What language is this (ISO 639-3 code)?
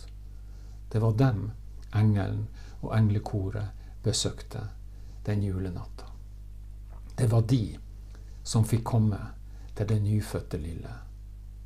nor